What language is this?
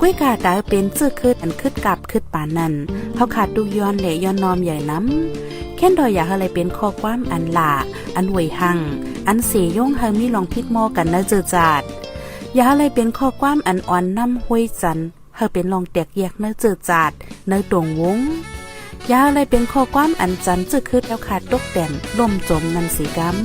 Shan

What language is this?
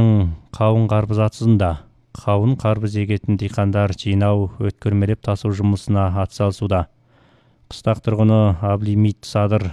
Kazakh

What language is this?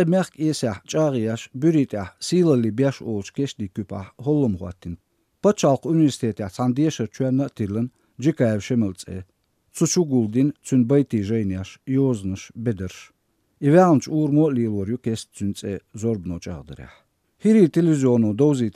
Chechen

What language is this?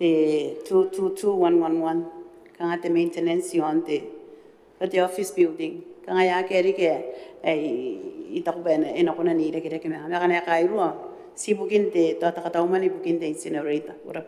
Gilbertese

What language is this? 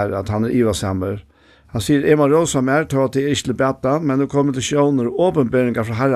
Faroese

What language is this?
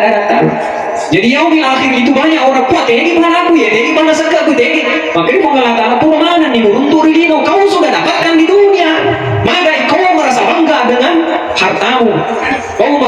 Buginese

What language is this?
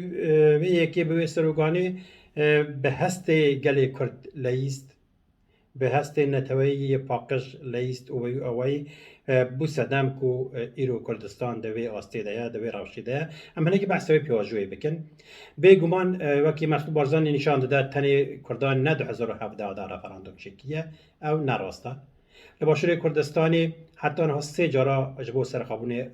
Kurdish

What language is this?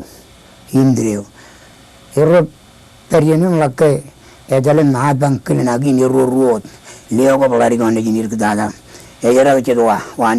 Marshallese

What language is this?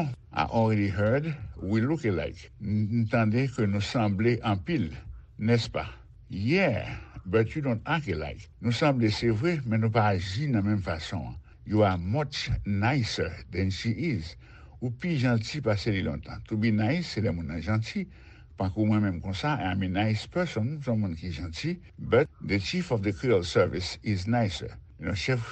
Haitian Creole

